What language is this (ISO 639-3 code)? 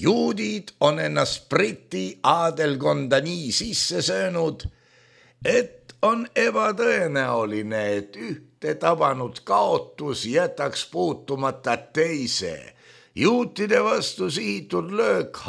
est